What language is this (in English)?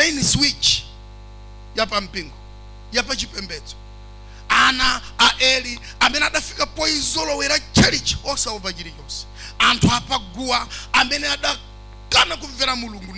Nyanja